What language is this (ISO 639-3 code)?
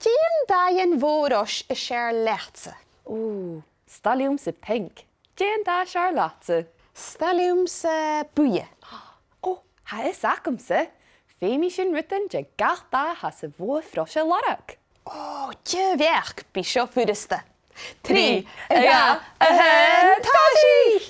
gla